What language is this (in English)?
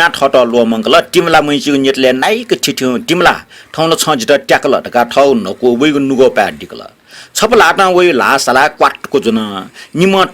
Newari